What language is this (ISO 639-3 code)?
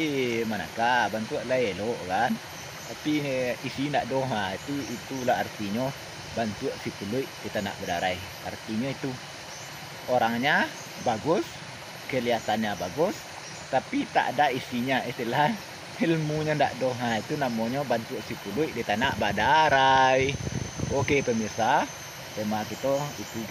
min